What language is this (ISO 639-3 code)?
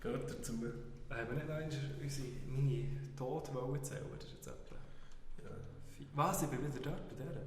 gsw